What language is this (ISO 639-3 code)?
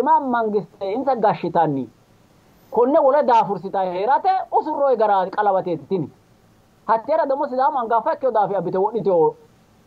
sid